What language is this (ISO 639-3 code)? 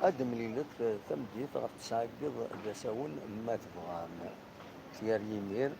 kab